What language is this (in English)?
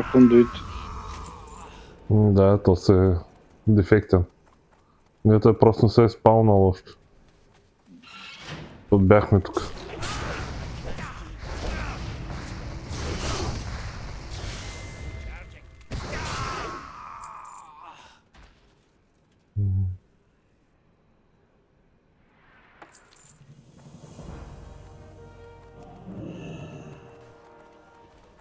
Bulgarian